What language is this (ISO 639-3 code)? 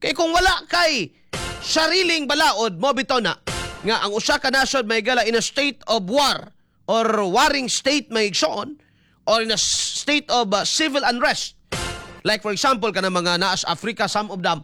ceb